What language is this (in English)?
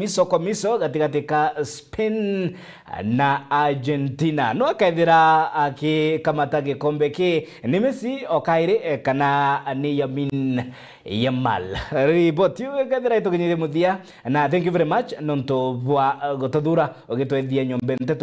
Meru